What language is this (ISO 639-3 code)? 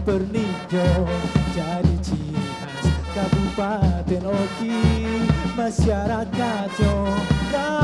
mui